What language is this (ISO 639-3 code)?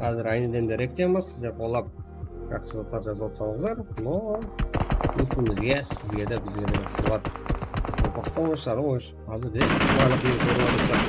kaa